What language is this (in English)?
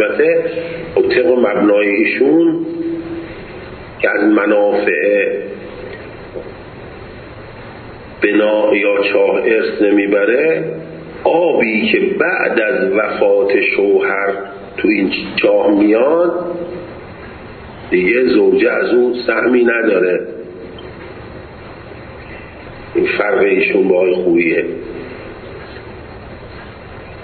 Persian